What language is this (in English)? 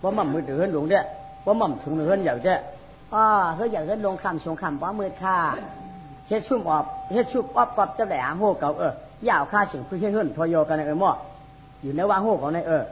Shan